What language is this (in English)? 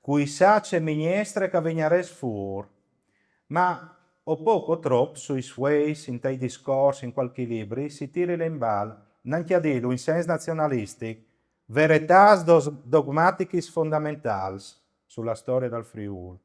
Friulian